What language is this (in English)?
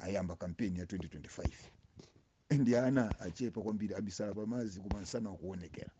Nyanja